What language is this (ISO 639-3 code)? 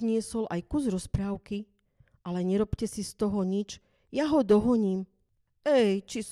slk